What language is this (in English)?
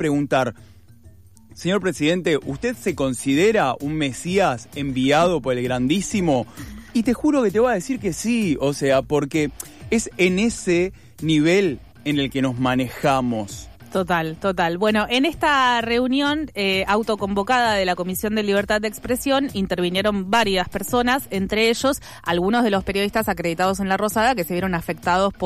Spanish